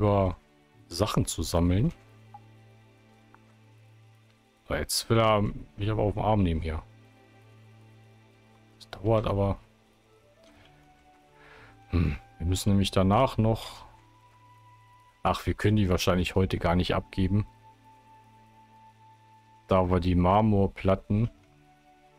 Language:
German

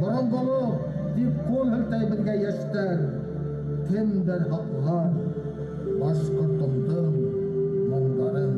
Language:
Bashkir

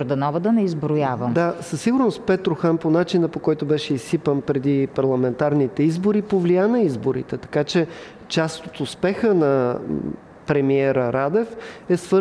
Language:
Bulgarian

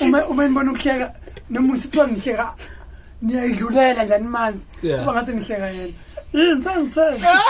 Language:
Zulu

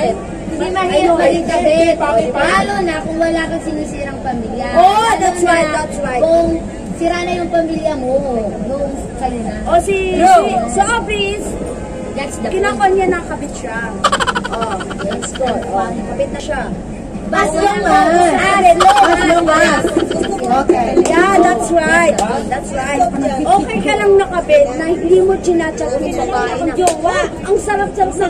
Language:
Filipino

